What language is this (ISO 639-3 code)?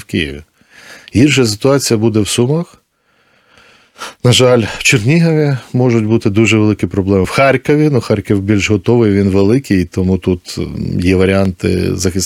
ukr